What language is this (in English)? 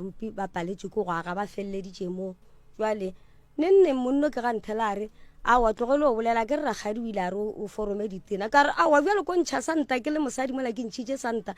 Northern Sotho